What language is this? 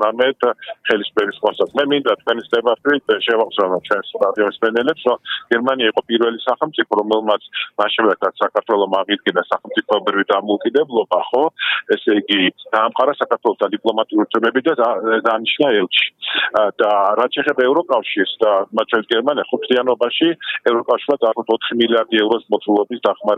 Georgian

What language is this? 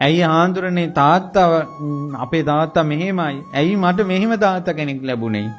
Sinhala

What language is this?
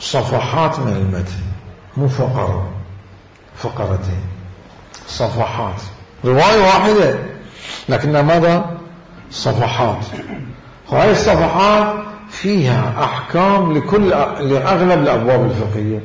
Mesopotamian Arabic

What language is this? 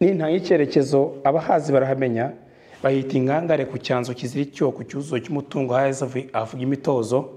Kinyarwanda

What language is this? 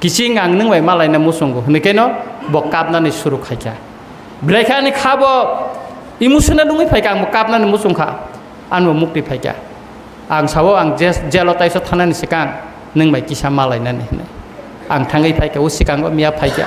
Kok Borok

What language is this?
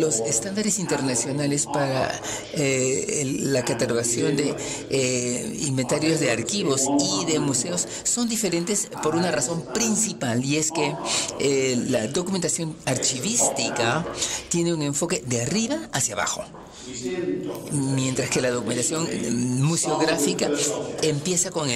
Spanish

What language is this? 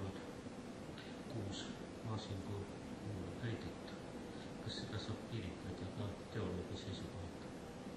Estonian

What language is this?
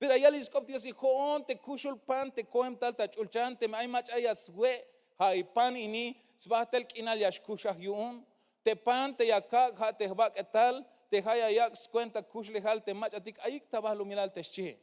Tzeltal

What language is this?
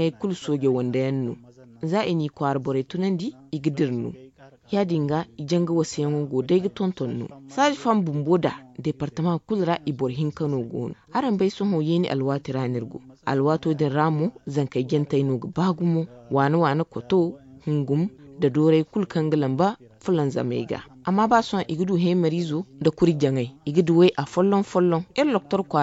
Zarma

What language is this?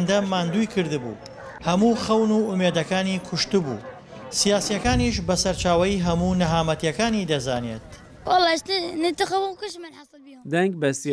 Central Kurdish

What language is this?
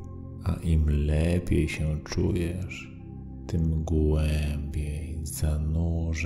Polish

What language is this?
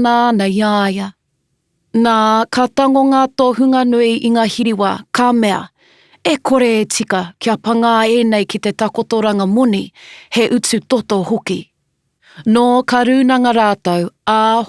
Māori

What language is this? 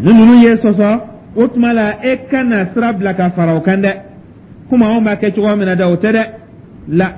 Dyula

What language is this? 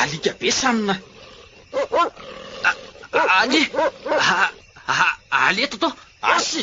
Malagasy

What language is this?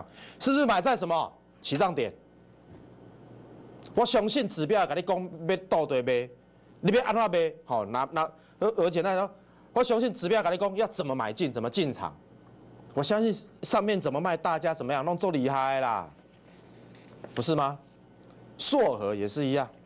Chinese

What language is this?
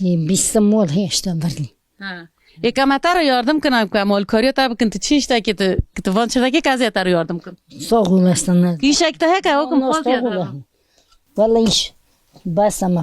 Kurdish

